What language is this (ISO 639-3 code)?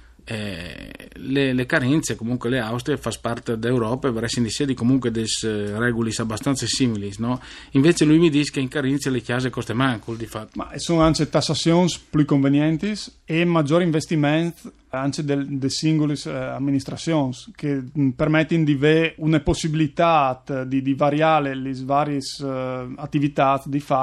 fur